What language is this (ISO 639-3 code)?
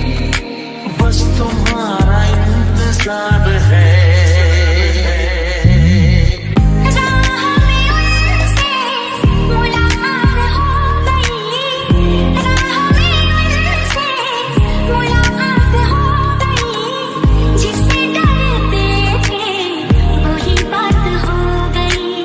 hin